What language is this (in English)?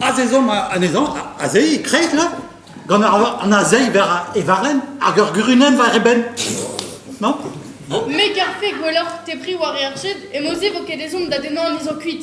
Breton